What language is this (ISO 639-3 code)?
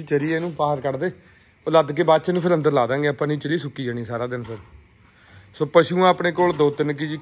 pan